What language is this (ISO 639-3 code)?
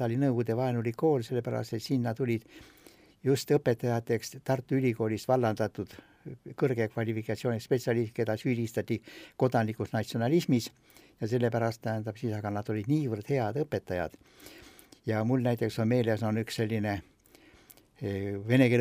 est